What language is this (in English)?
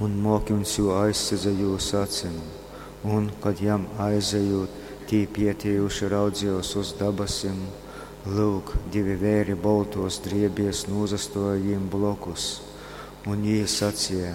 Latgalian